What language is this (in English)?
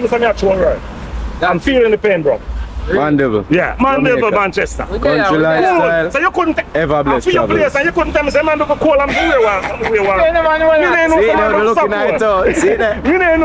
Jamaican Creole English